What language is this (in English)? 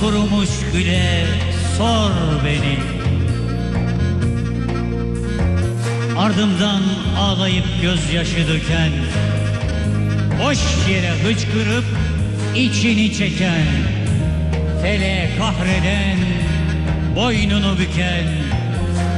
Turkish